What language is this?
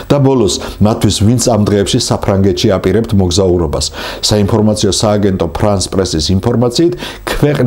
Georgian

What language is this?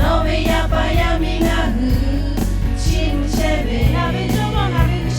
Lahu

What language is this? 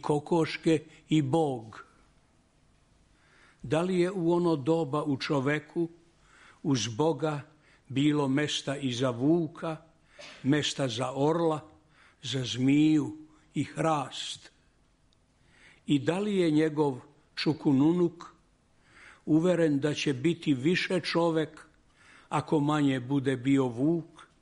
Serbian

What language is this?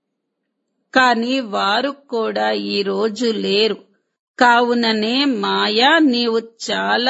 Telugu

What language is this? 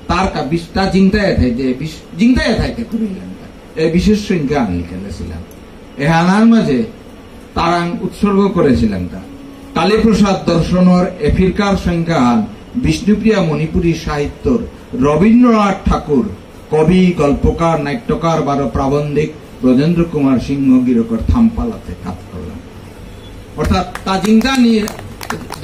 Bishnupriya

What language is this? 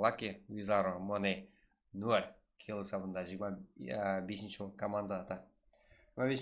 Kara-Kalpak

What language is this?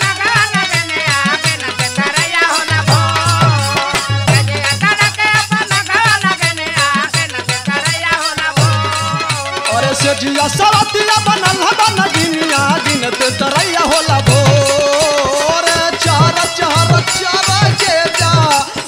Bhojpuri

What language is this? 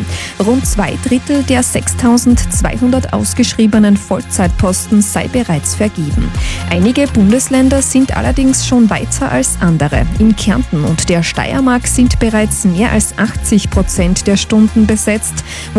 German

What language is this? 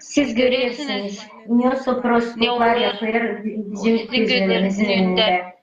Gagauz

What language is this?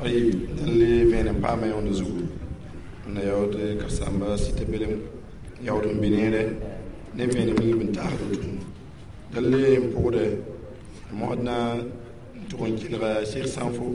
Mossi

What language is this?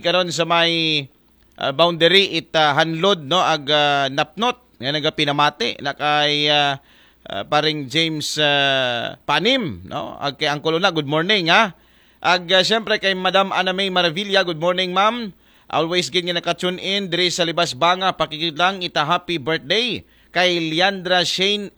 Aklanon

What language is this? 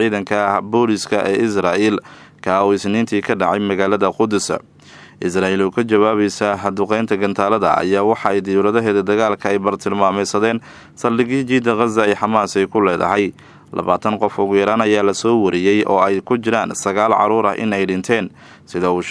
Somali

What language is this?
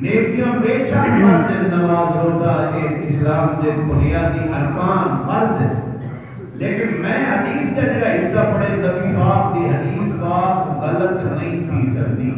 Saraiki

